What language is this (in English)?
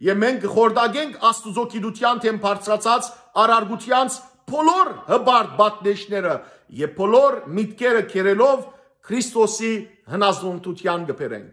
Western Armenian